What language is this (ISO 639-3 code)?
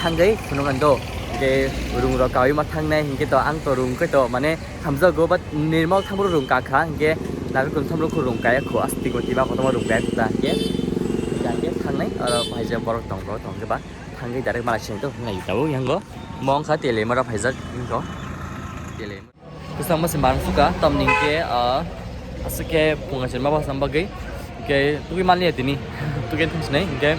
trp